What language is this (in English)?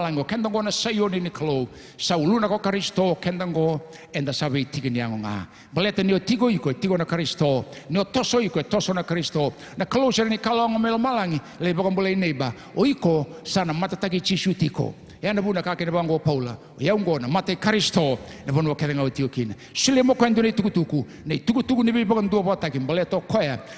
Fijian